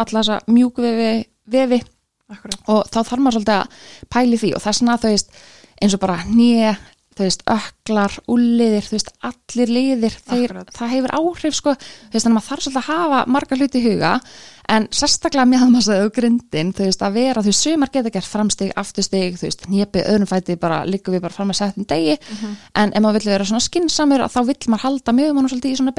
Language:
Icelandic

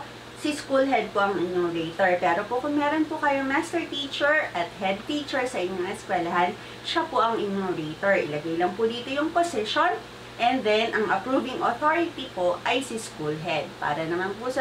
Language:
Filipino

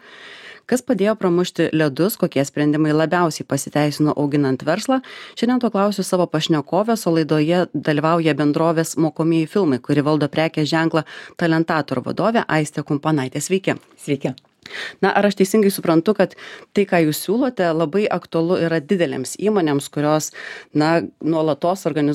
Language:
Lithuanian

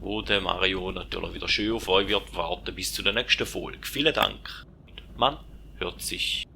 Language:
Swiss German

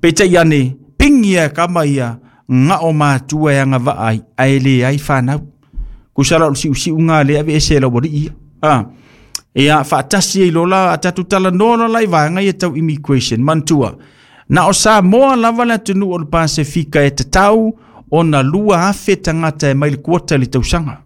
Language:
Samoan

